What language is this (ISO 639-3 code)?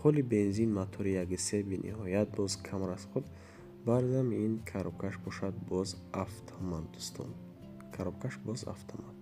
tgk